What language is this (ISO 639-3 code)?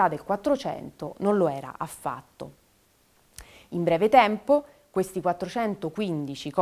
ita